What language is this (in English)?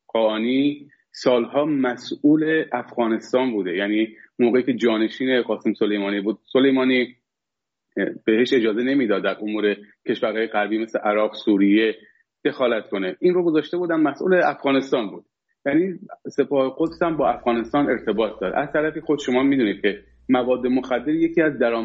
Persian